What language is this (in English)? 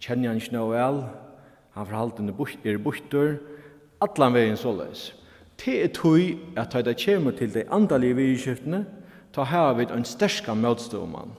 Faroese